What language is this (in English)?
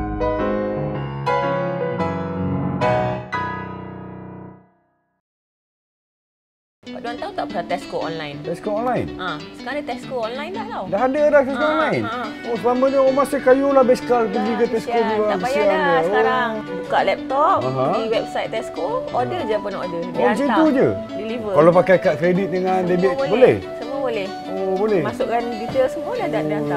Malay